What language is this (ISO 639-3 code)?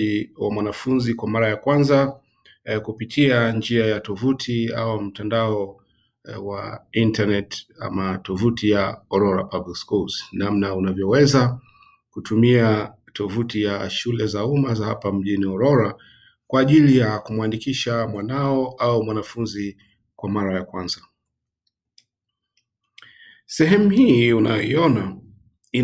swa